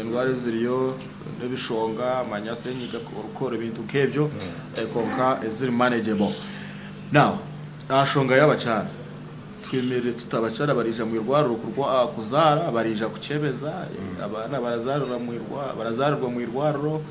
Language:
Nyankole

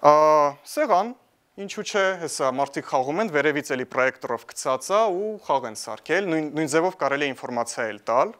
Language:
Armenian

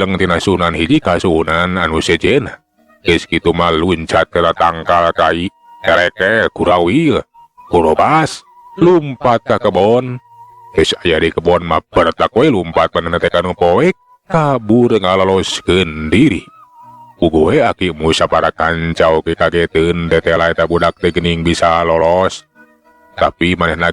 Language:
Sundanese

